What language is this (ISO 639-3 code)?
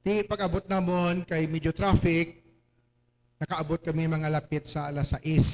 hil